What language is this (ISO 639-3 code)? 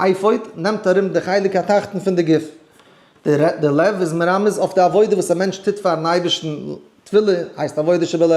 yid